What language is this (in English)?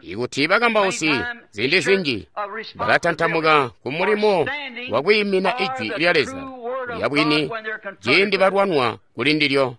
Tonga (Zambia)